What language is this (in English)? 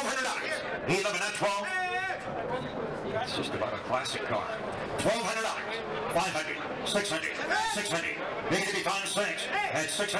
English